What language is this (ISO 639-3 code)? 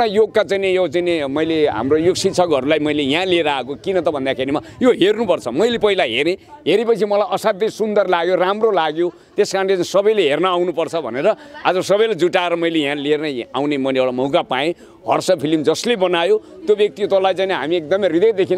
nep